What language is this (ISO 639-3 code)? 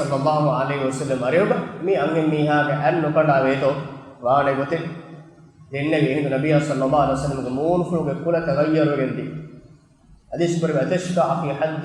div